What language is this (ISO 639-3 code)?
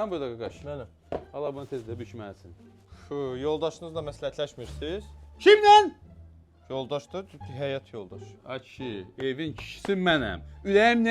aze